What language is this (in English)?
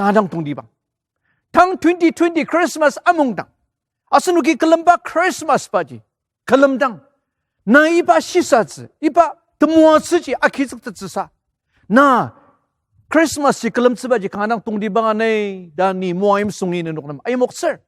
Ao Naga